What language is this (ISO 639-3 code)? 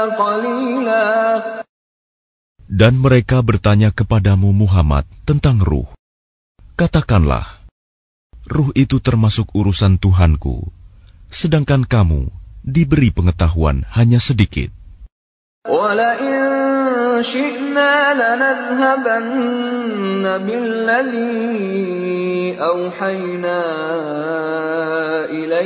ind